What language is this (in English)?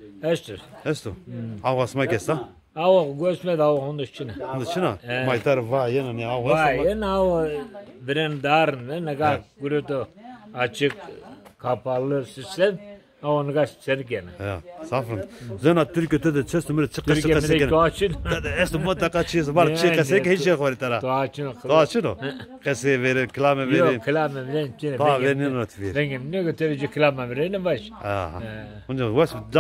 Zaza